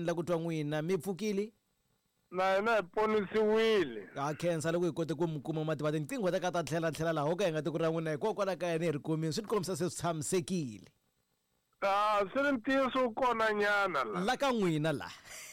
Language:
Tsonga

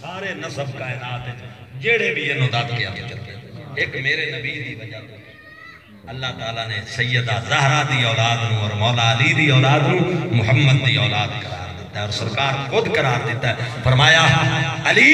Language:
Saraiki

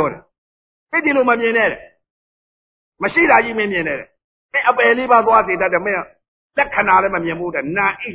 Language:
Burmese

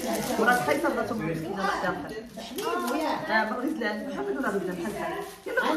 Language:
Moroccan Arabic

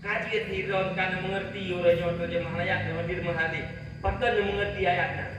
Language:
Achinese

